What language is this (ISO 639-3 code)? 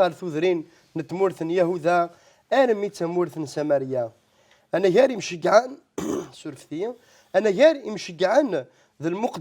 kab